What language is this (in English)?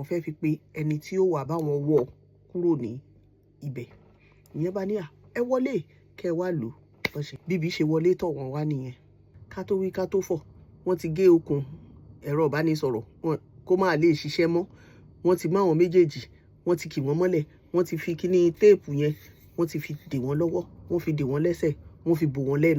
Yoruba